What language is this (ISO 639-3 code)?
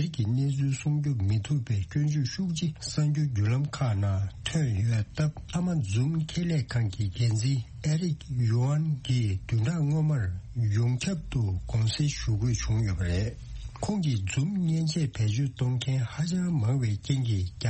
bod